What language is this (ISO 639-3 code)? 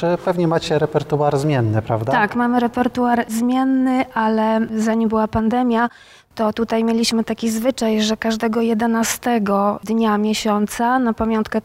pol